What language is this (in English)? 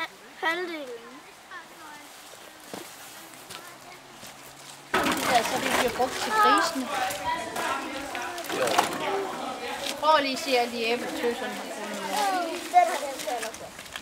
Danish